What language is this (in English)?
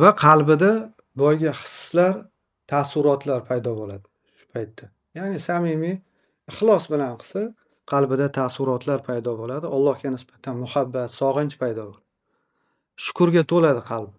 Uzbek